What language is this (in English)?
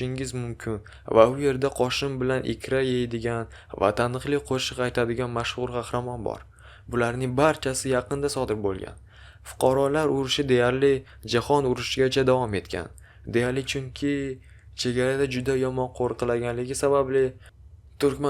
Uzbek